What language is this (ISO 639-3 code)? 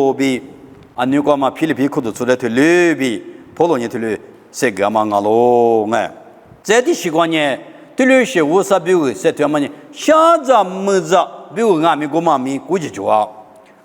lis